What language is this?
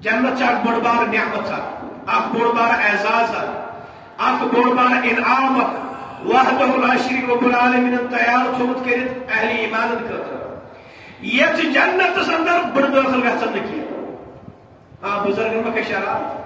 Kashmiri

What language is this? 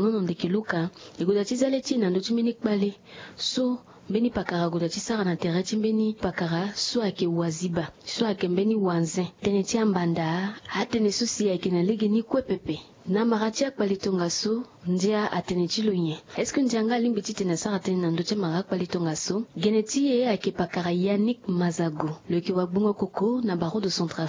Sango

